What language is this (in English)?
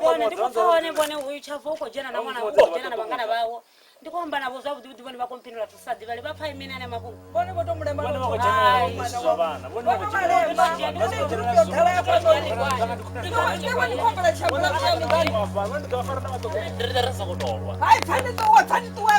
Venda